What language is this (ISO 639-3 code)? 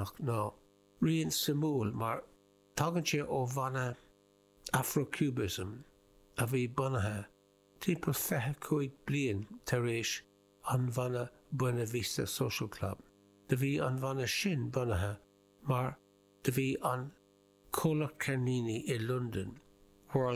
gle